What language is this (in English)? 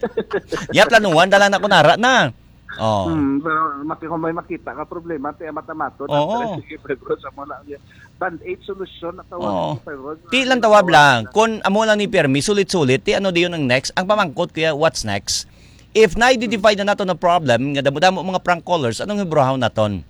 Hiligaynon